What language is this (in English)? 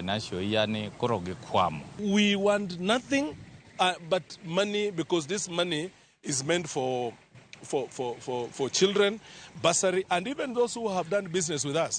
Luo (Kenya and Tanzania)